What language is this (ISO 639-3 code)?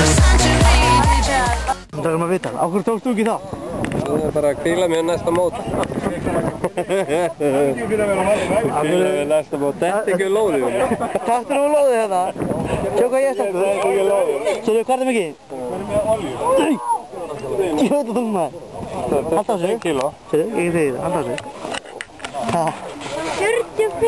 isl